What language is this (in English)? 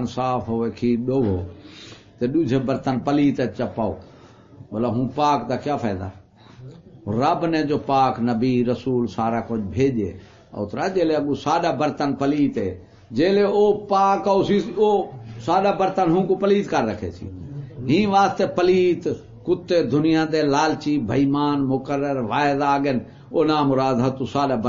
Saraiki